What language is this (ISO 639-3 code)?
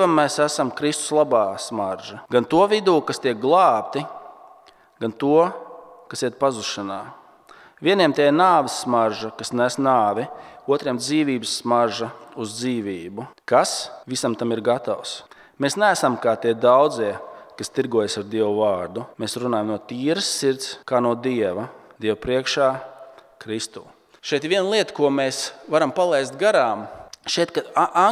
lav